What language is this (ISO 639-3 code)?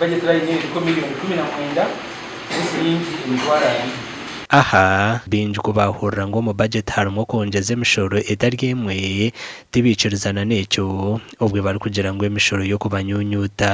nyn